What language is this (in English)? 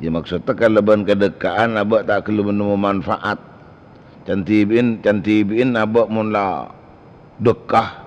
Madurese